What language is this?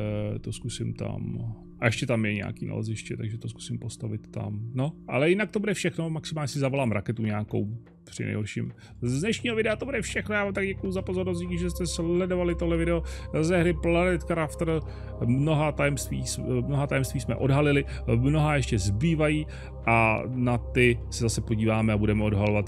Czech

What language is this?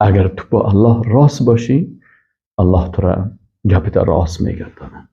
Persian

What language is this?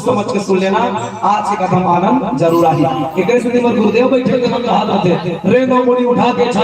Chhattisgarhi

